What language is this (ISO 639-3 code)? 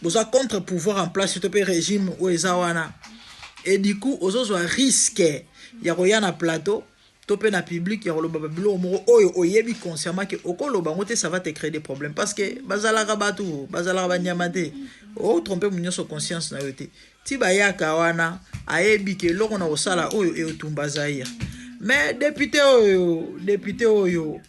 lin